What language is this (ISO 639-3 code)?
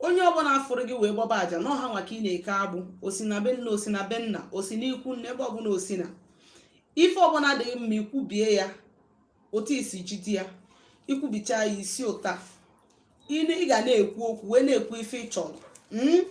ibo